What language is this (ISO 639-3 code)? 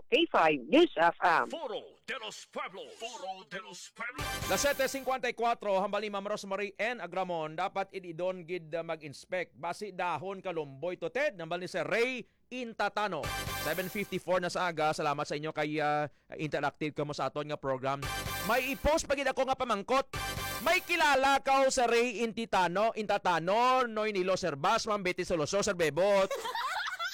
hil